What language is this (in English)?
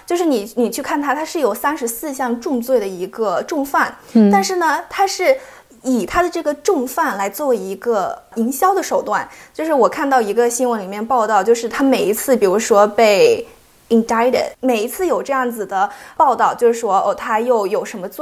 Chinese